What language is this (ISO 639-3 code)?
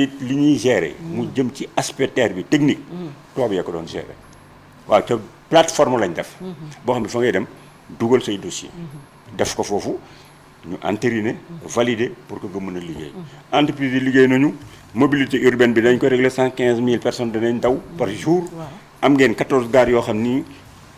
wol